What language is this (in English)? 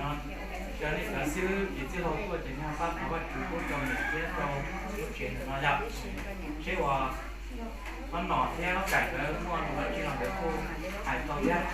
Hmong